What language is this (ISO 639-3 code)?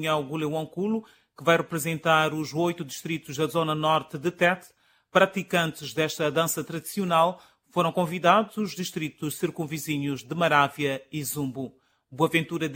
por